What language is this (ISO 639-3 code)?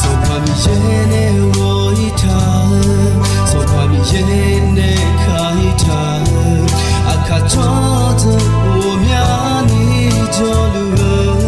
ahk